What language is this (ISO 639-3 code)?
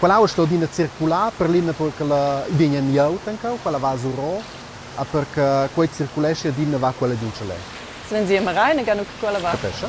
roh